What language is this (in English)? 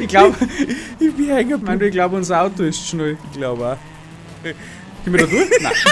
Bavarian